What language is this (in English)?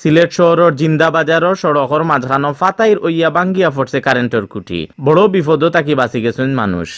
Sylheti